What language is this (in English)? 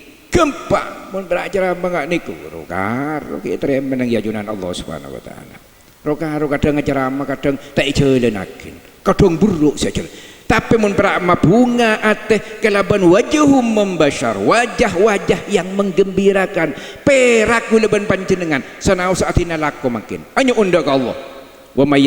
Madurese